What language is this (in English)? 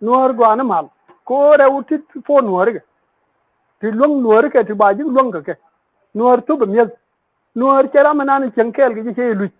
Nuer